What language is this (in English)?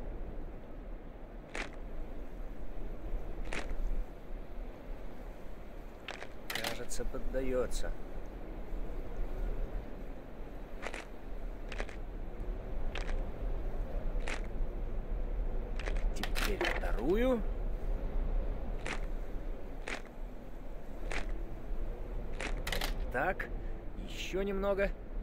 Russian